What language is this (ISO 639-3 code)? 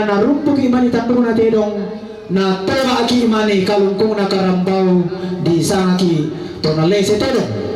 sda